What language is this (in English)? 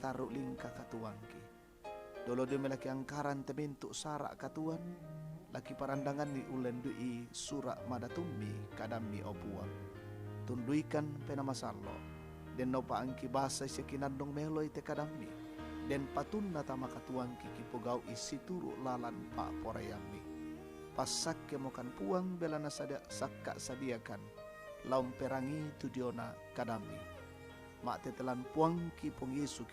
Toraja-Sa'dan